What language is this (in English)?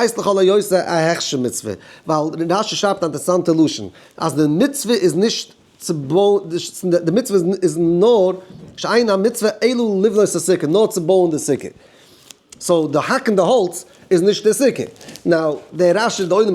Yiddish